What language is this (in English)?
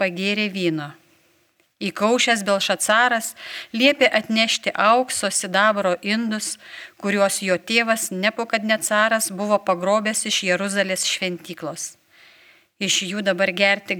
Lithuanian